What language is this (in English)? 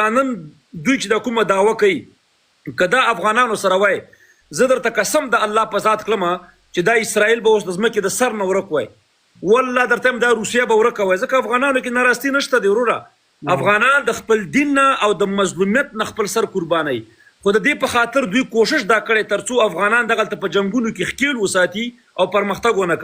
Pashto